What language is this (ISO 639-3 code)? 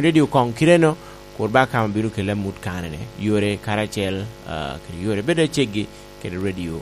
laj